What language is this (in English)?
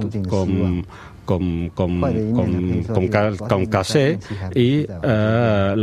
Catalan